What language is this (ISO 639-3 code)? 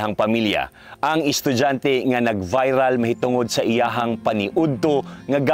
ceb